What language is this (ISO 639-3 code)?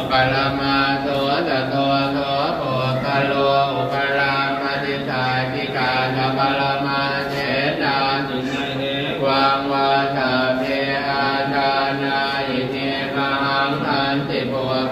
pli